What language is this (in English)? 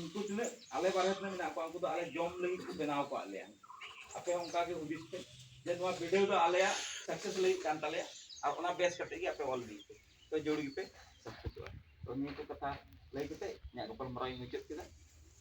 Santali